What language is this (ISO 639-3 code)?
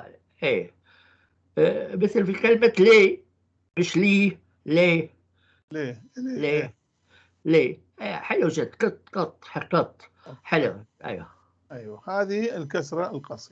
apc